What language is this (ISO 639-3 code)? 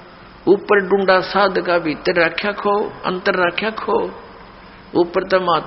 hin